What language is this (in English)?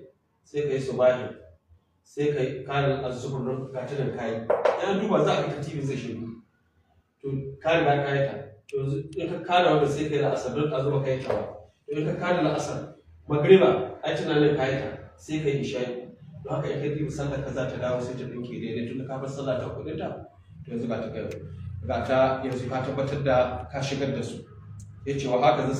Hausa